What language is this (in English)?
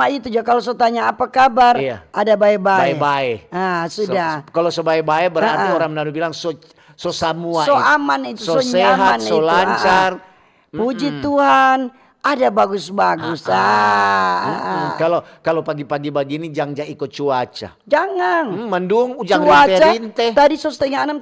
Manado Malay